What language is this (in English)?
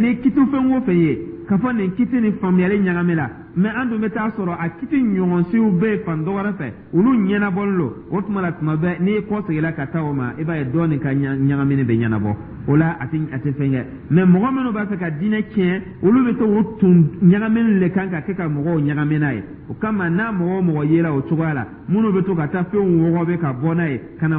Dyula